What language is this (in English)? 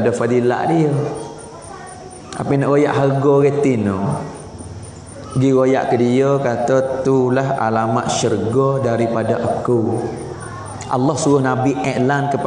Malay